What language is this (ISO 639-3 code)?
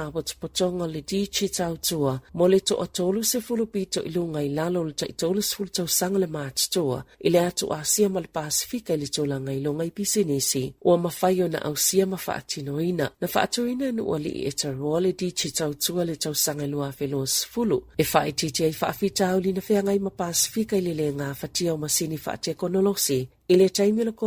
smo